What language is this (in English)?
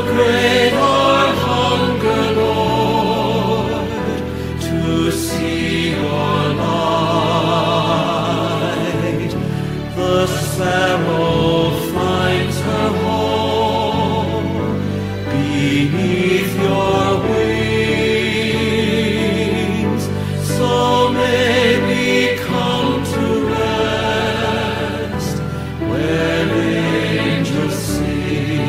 English